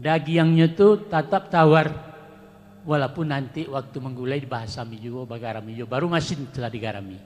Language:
Minangkabau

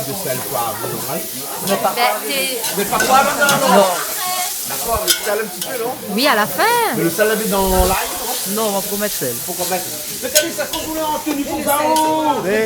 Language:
Réunion Creole French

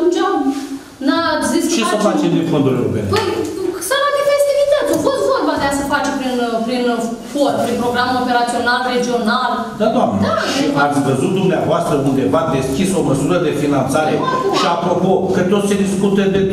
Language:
Romanian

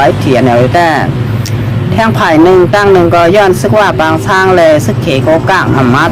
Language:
Shan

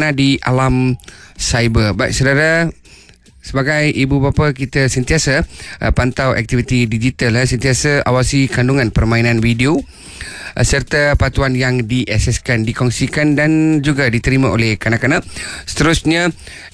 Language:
Malay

